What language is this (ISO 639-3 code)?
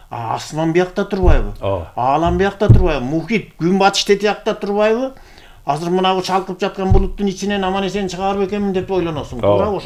kir